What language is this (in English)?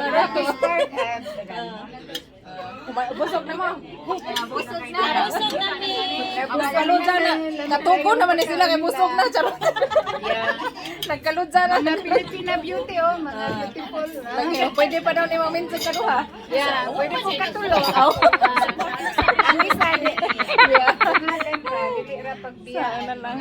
Cebuano